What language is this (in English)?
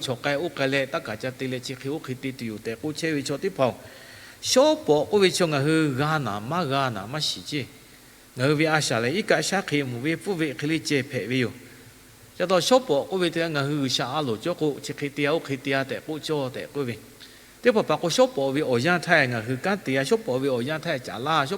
Lahu